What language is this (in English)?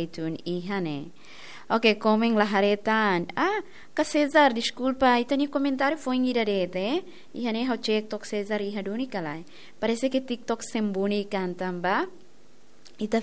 Tetum